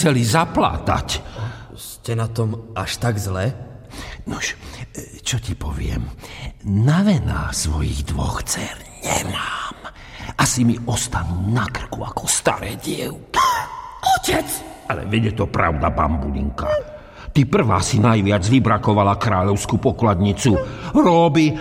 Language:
Slovak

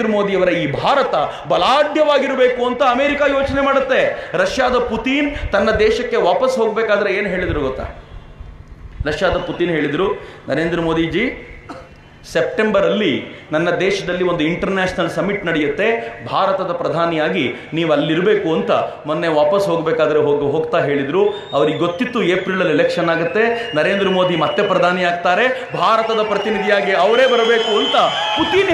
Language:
Kannada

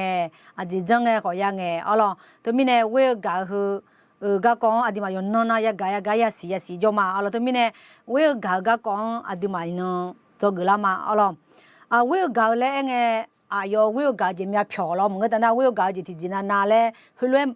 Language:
Akha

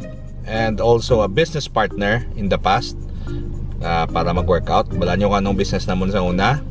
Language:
Hiligaynon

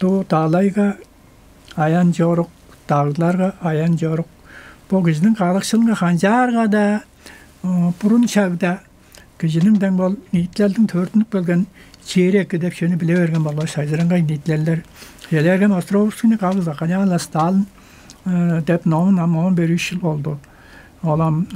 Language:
Tuvinian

